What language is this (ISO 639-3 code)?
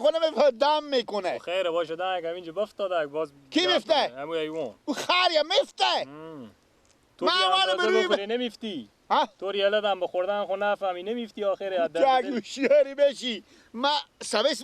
fas